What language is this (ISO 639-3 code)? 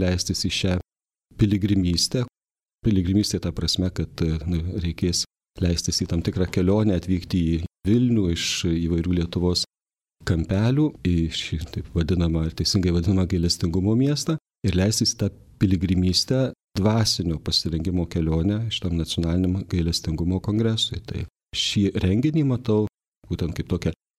lit